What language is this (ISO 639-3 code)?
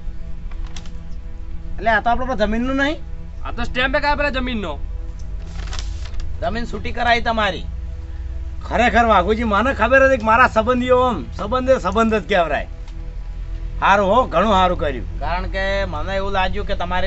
guj